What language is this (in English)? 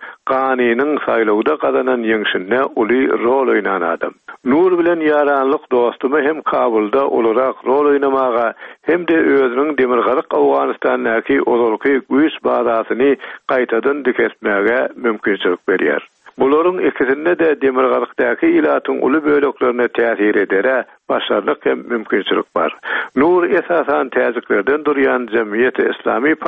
Turkmen